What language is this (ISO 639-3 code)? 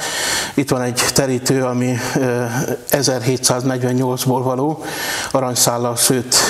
hun